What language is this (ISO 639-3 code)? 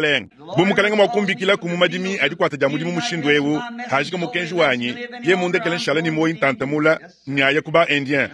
lua